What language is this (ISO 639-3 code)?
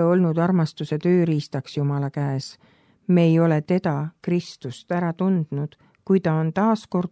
est